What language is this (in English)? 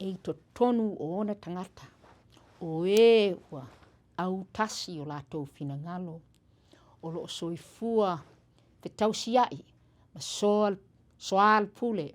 Samoan